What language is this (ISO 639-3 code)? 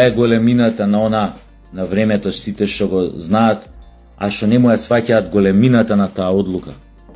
mkd